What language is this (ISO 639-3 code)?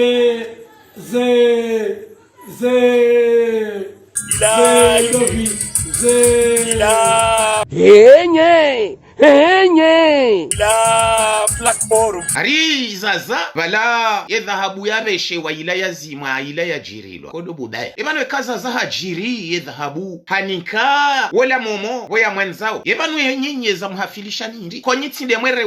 zdj